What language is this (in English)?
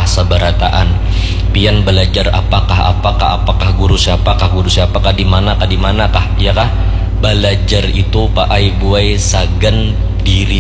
Banjar